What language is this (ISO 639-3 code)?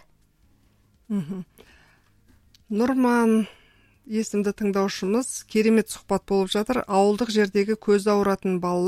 kaz